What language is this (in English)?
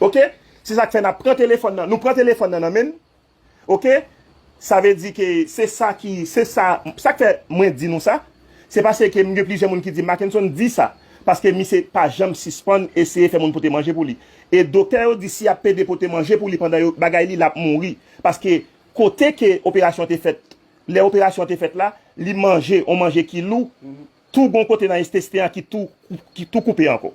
Haitian Creole